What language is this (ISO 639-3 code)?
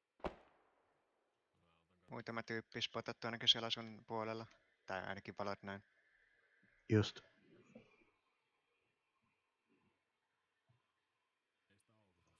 fin